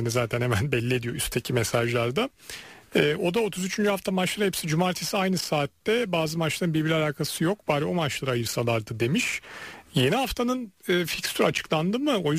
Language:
Turkish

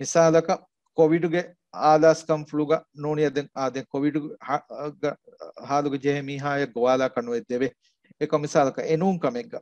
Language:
Divehi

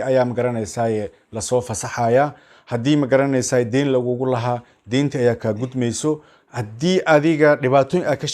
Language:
Somali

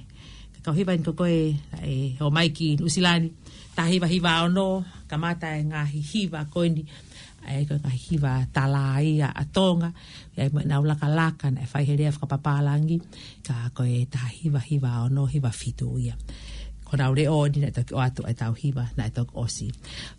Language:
Tongan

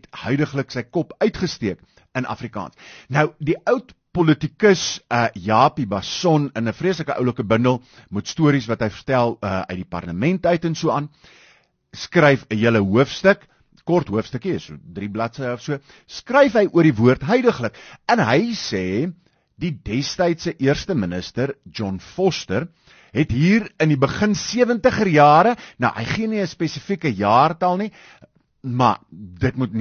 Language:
Afrikaans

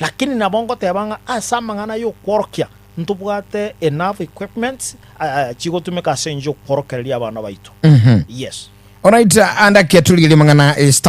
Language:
Gusii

